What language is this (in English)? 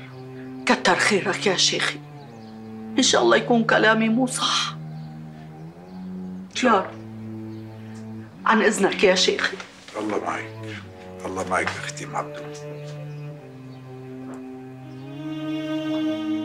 North Levantine Arabic